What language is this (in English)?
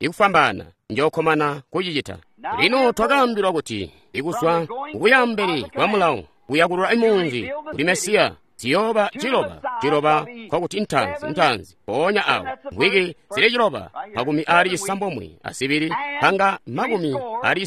Tonga (Zambia)